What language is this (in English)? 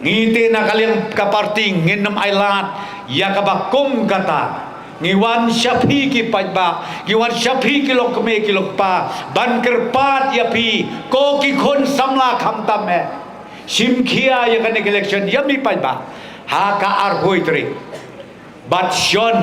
Khasi